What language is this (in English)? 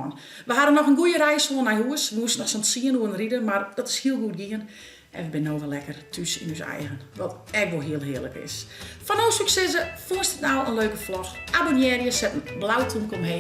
Western Frisian